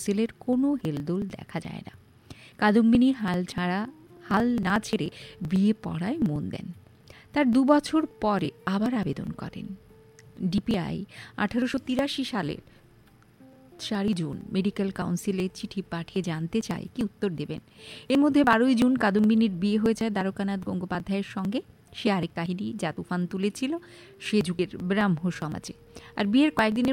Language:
Bangla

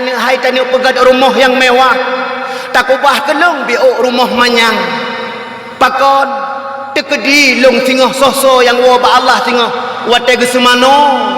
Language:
Achinese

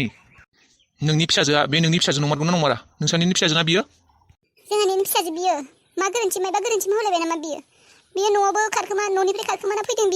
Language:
Bodo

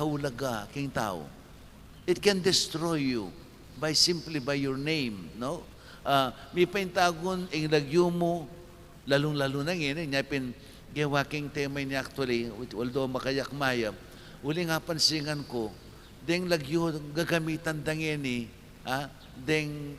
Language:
Pampanga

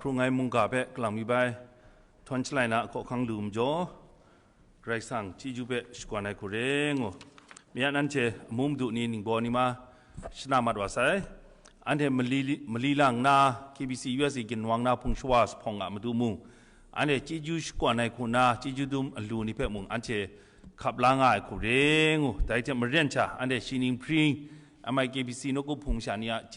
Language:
Kachin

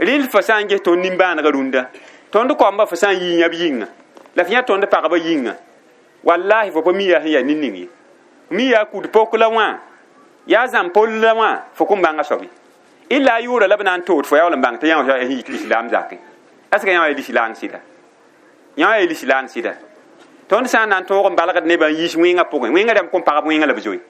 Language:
Mossi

